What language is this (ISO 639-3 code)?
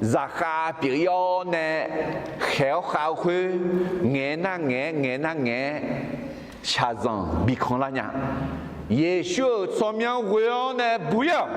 ahk